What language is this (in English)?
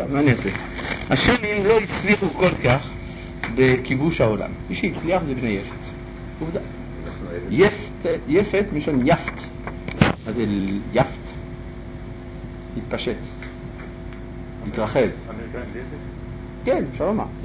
Hebrew